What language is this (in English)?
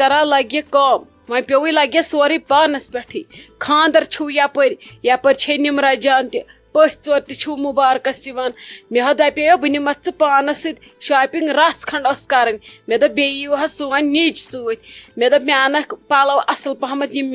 Kashmiri